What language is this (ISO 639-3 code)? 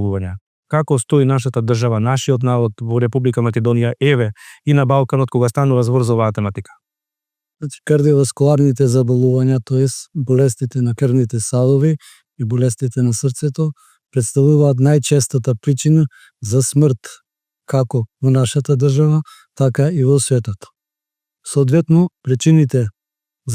mkd